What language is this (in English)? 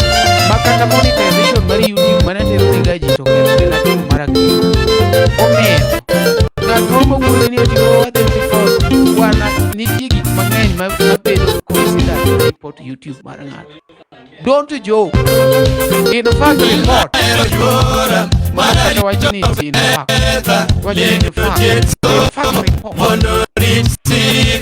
Luo (Kenya and Tanzania)